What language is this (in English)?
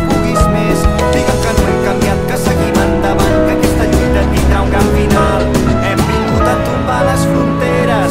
Catalan